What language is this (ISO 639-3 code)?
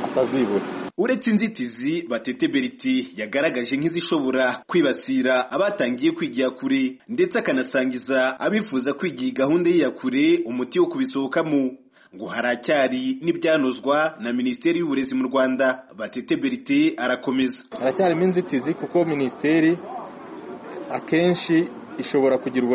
kin